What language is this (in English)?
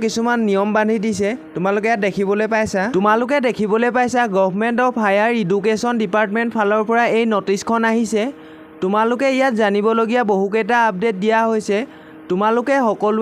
Assamese